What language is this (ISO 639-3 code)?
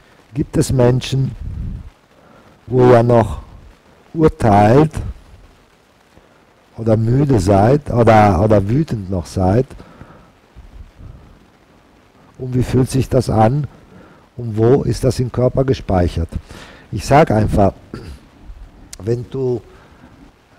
deu